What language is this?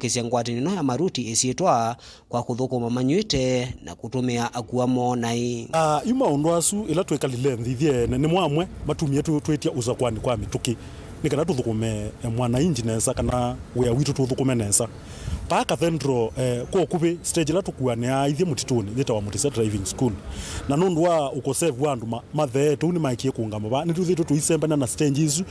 Kamba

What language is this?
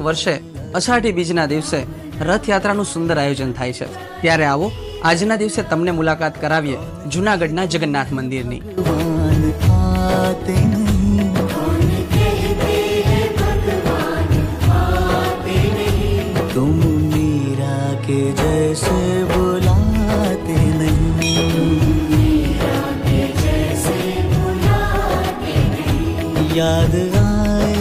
Gujarati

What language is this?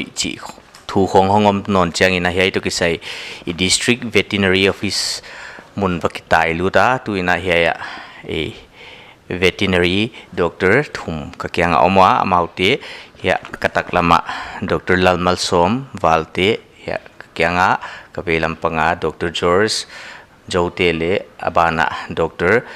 Paite Chin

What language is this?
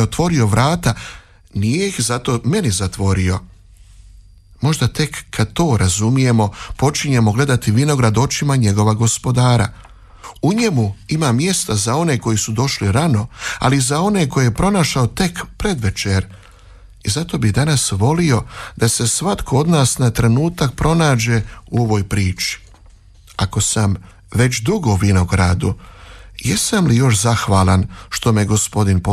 Croatian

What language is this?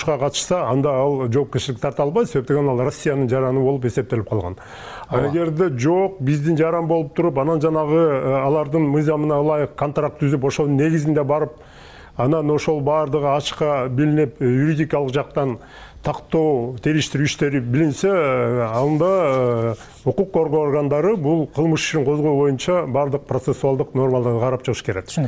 Kyrgyz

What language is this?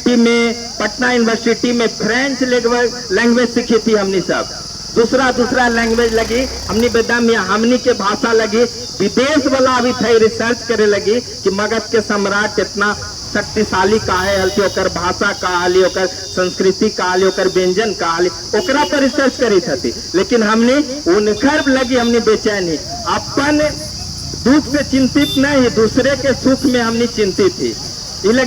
Magahi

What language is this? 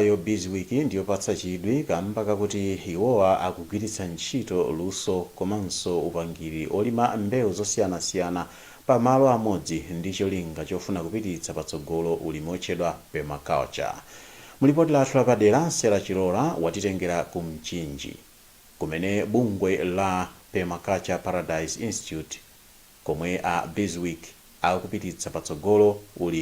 Nyanja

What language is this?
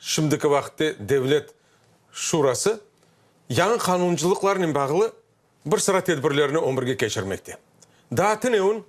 Crimean Tatar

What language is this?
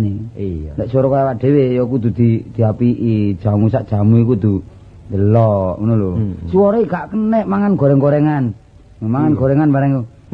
Javanese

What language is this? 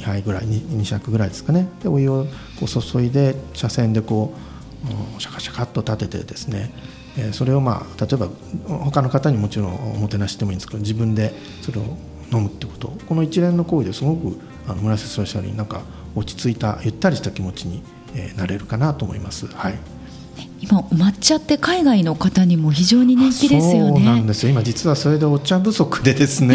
Japanese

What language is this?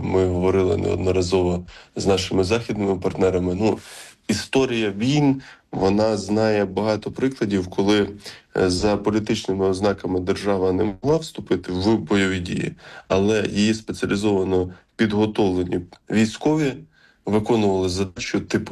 Ukrainian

